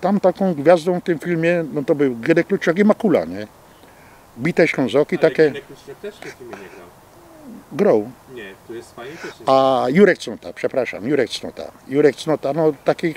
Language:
Silesian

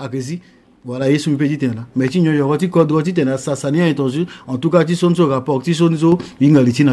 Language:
Sango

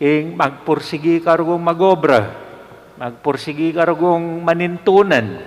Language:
Pampanga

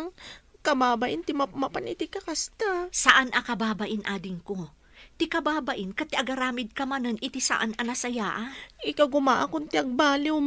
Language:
Iloko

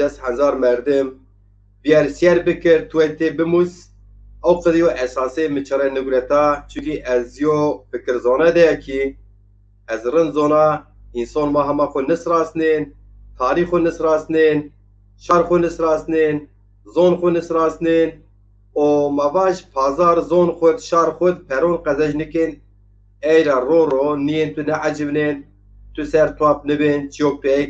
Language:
Zaza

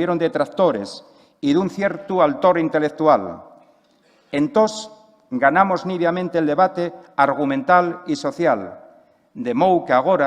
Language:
Asturian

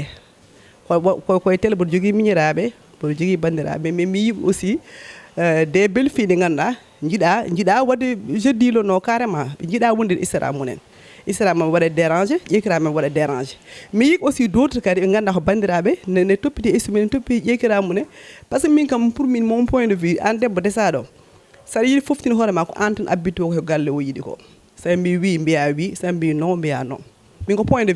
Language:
Fula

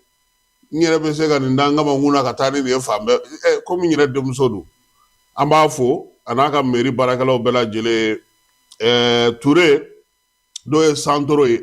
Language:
Bambara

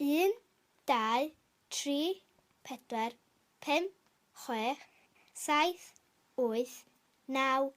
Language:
Welsh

